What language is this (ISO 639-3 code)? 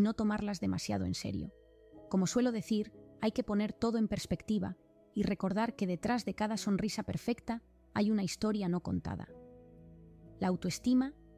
spa